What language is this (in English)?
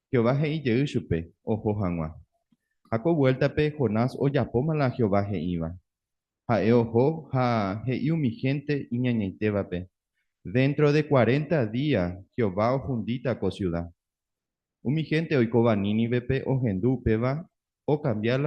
Guarani